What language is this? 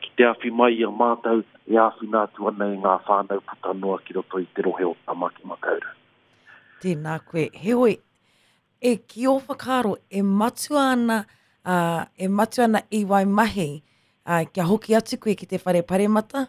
Māori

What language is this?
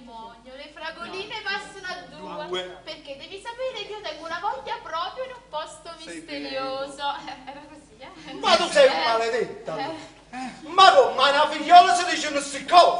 Neapolitan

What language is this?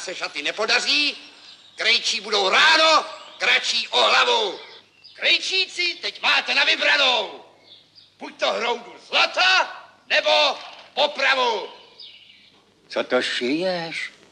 Czech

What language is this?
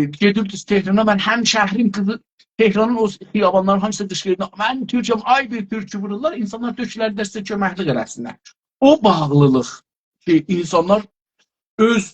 South Azerbaijani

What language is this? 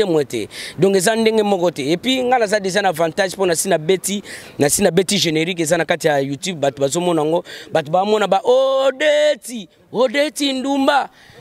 Lingala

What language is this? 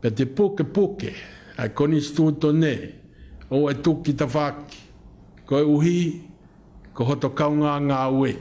Tongan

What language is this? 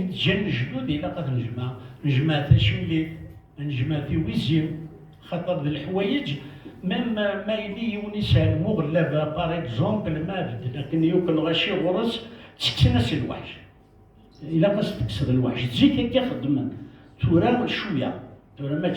Kabyle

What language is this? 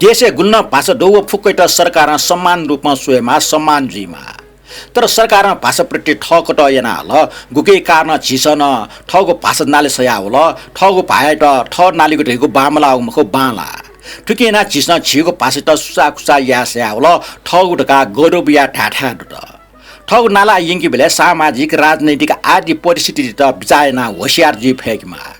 Newari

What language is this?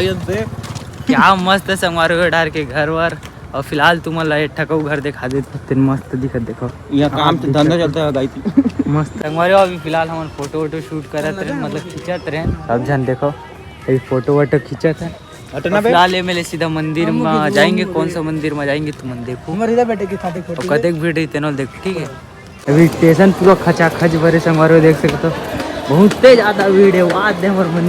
Chhattisgarhi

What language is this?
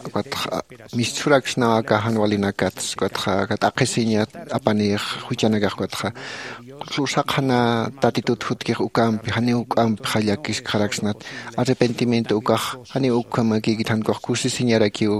Aymara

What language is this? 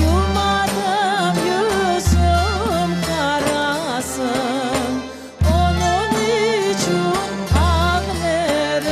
Crimean Tatar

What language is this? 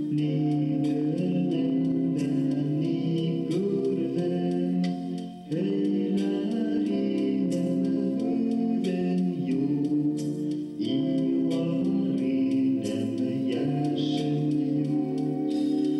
Bashkir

